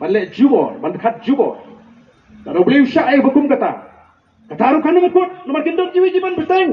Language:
Khasi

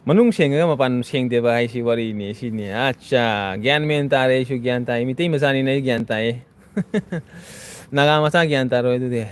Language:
Manipuri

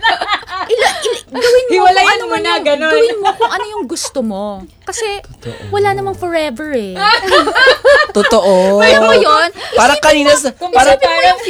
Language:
Filipino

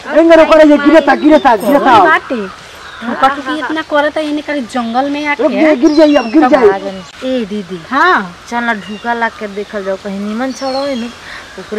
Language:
Bhojpuri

